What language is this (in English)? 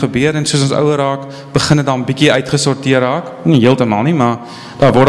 Afrikaans